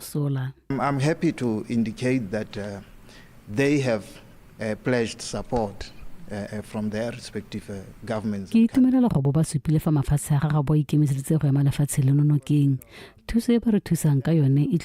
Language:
Tswana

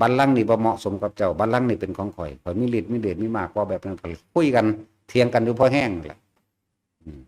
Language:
Northeastern Thai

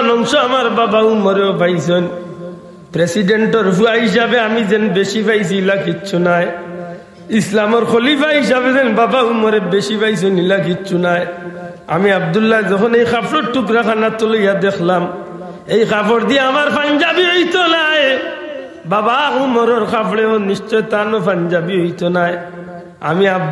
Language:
Sylheti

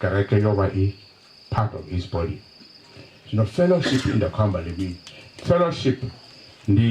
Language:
Venda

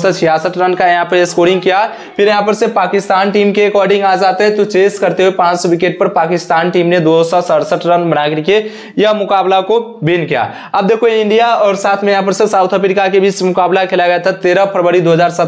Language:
Hindi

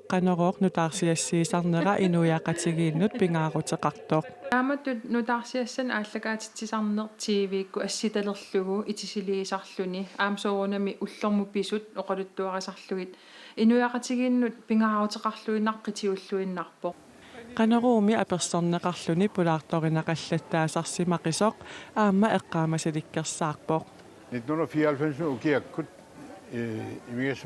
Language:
Kalaallisut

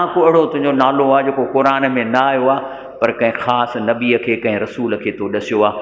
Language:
Sindhi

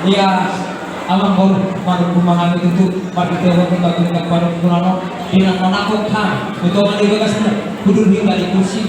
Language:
Batak Toba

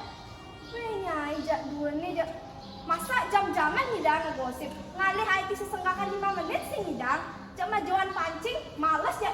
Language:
Balinese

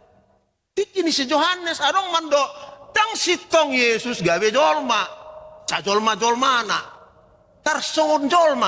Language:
Batak Toba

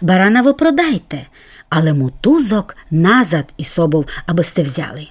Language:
Rusyn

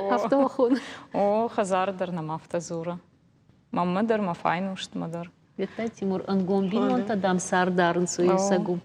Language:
Ossetic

